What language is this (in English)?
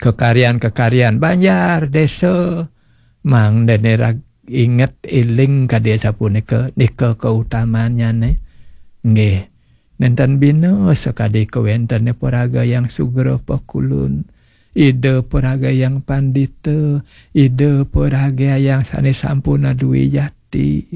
Balinese